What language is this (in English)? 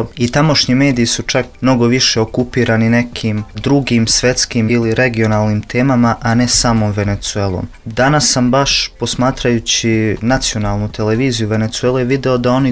Serbian